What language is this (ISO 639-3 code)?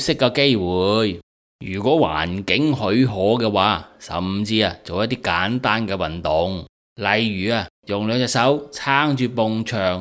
yue